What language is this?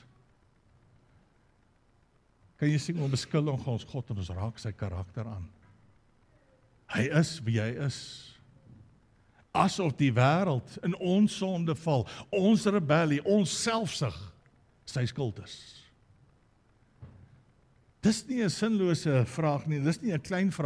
Afrikaans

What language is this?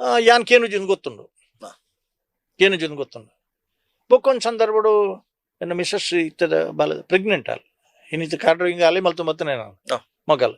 Tulu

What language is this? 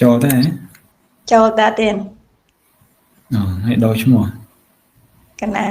Khmer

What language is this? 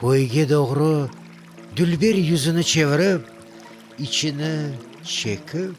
Crimean Tatar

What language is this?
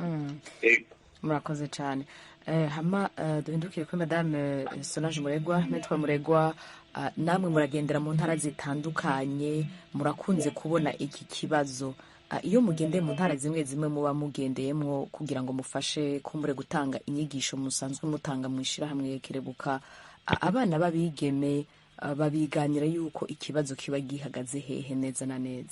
Rundi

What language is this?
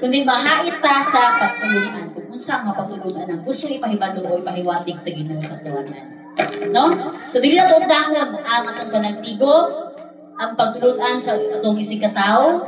Cebuano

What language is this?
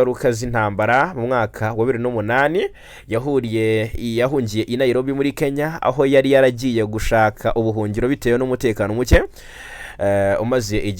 Kinyarwanda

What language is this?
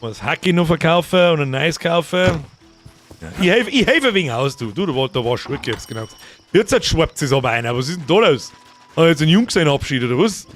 Bavarian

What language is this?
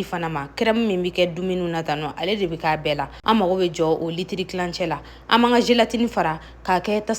Bambara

